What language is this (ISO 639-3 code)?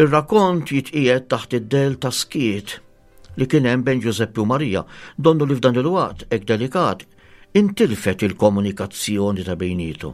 mlt